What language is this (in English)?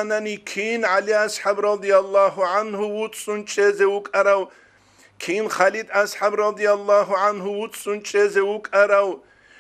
Avaric